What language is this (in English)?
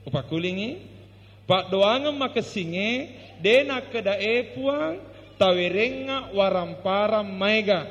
Buginese